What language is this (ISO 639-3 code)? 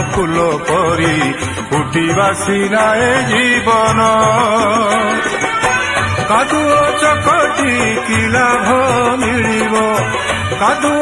ori